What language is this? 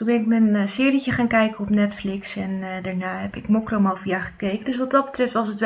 Dutch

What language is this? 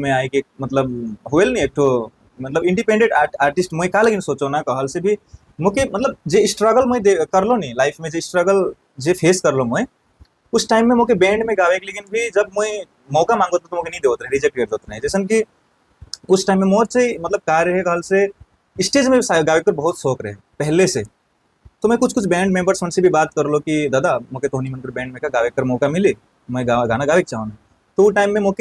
Sadri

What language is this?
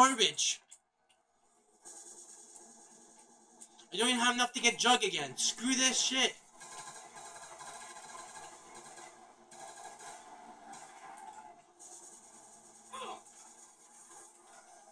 English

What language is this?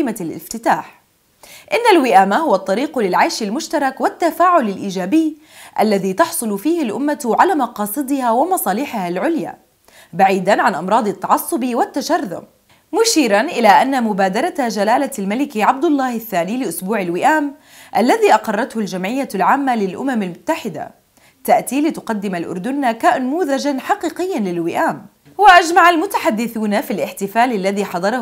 Arabic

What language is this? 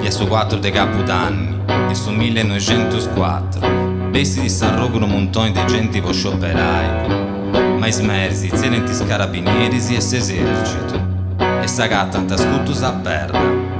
Sardinian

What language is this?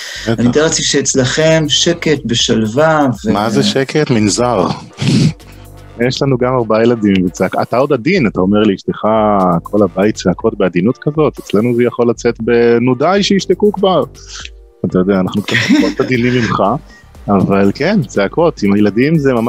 Hebrew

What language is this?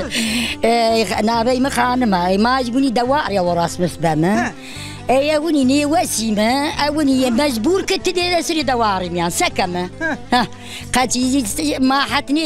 Zaza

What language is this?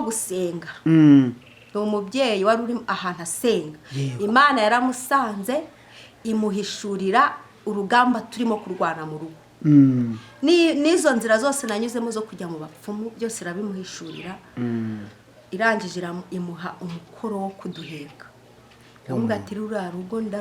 Kinyarwanda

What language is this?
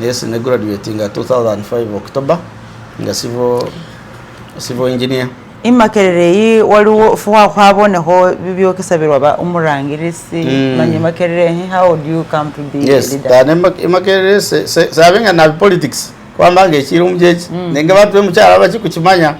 Masaaba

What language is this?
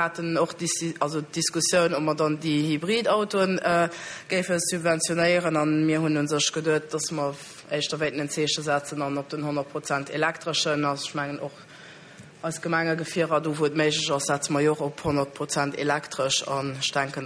Luxembourgish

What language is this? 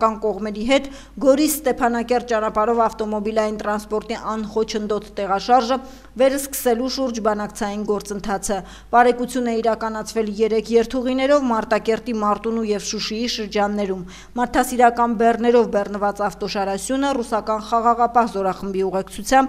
Armenian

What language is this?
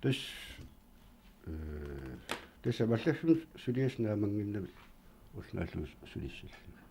Kalaallisut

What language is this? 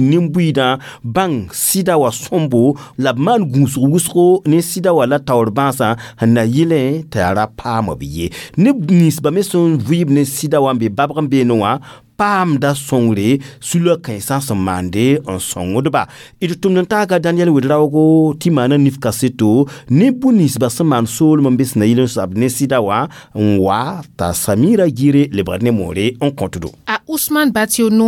Mossi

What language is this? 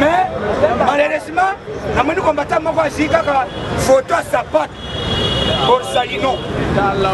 Lingala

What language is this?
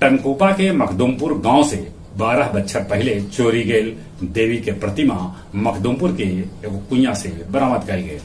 Magahi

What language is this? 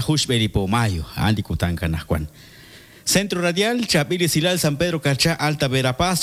Kekchí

